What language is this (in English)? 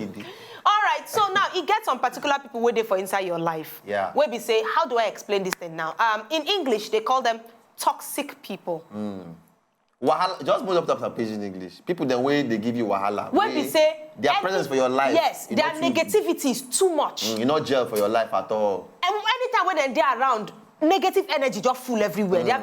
Nigerian Pidgin